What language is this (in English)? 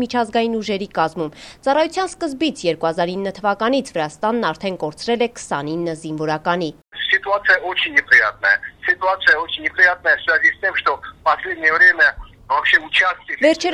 Armenian